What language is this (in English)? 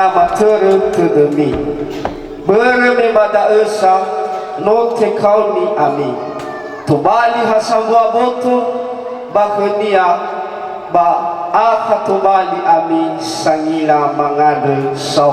Nias